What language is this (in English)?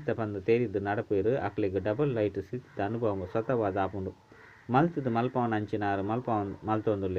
Tulu